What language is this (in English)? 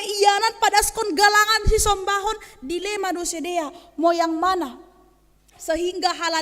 Batak Simalungun